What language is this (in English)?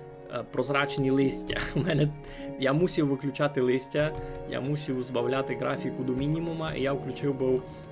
Rusyn